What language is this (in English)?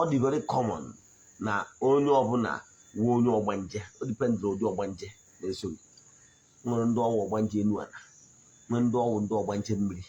Igbo